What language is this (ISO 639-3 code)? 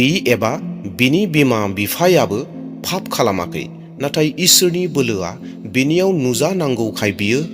brx